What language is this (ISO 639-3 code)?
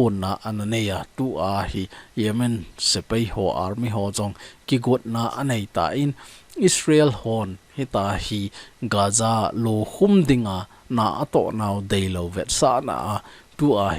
tcz